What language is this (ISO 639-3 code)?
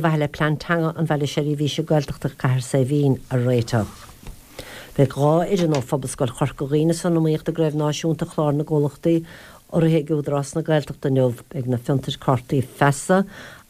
gle